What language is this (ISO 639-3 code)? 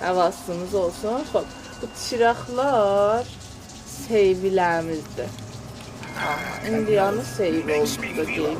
azb